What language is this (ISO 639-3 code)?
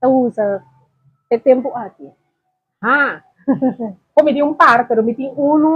pap